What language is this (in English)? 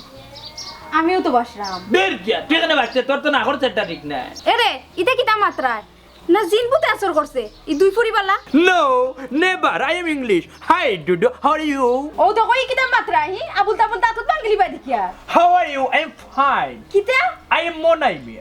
Sylheti